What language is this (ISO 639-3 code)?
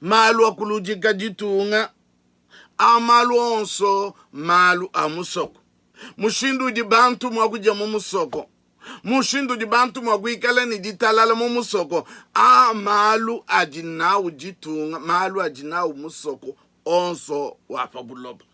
lua